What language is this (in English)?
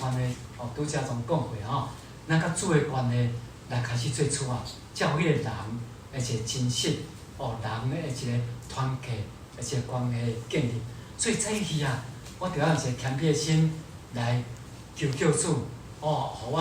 Min Nan Chinese